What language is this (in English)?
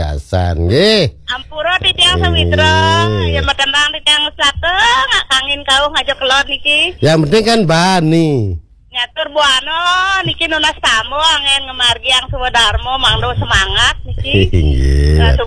Balinese